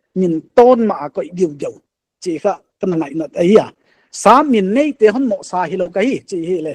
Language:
Paite Chin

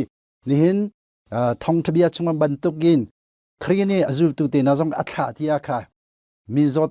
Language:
Hakha Chin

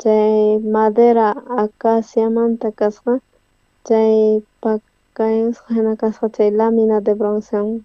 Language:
South Bolivian Quechua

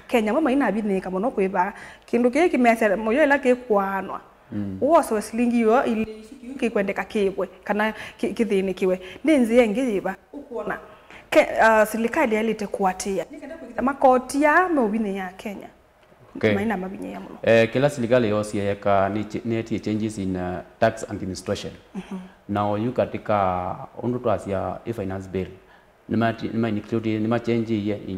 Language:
Kamba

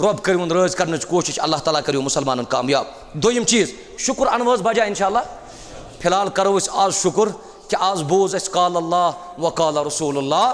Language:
Kashmiri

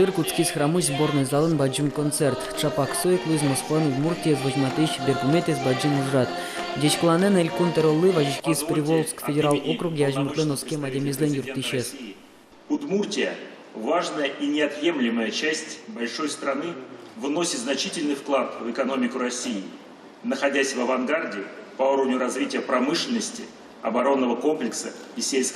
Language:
Udmurt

